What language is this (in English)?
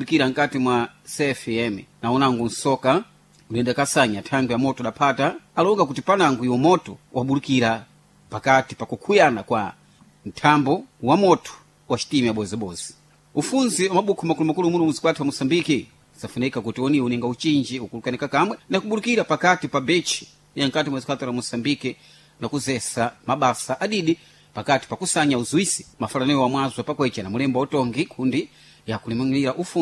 Sena